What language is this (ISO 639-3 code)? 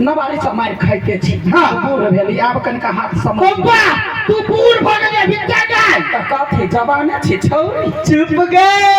mai